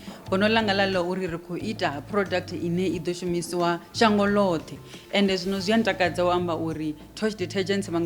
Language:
Venda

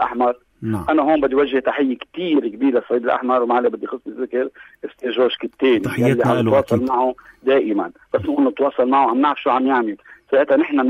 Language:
North Levantine Arabic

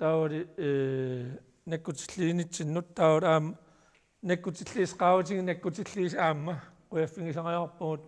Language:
Kalaallisut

